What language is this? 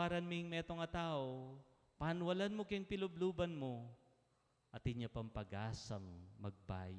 Pampanga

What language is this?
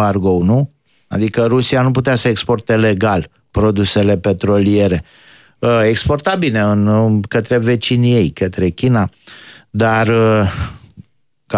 Romanian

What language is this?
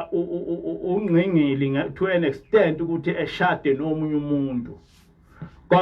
Zulu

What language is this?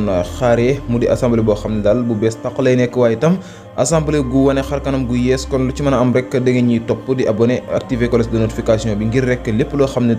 Wolof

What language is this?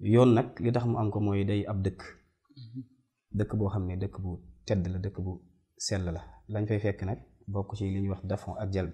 Wolof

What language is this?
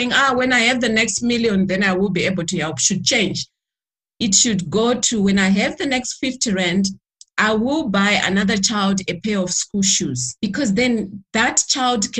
English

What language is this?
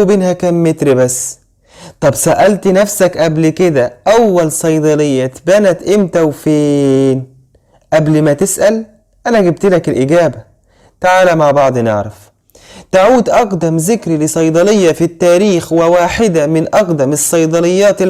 Egyptian Arabic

